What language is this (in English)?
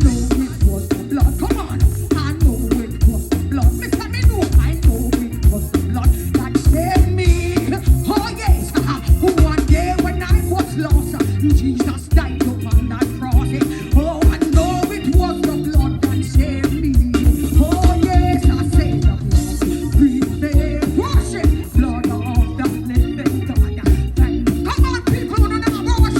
Jamaican Creole English